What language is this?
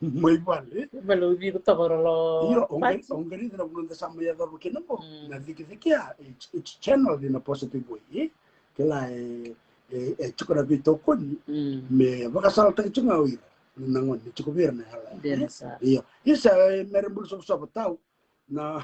Fijian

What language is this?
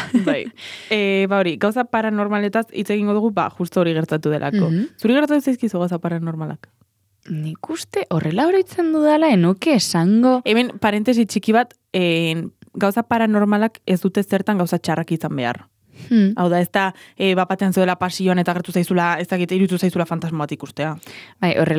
Basque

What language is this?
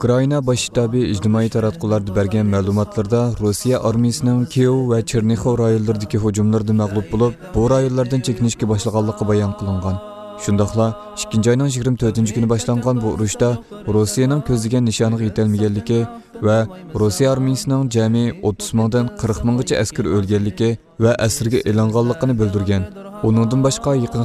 Uyghur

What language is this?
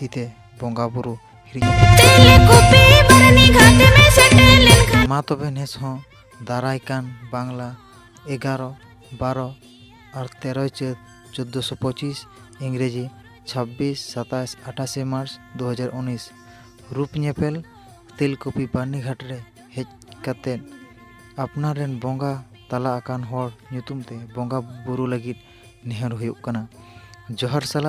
Santali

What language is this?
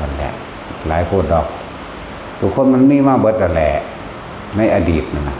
Northeastern Thai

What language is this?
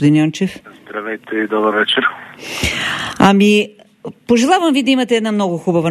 Bulgarian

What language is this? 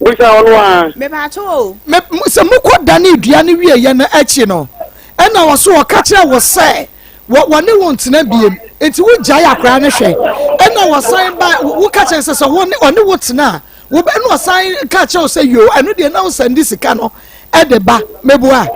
Akan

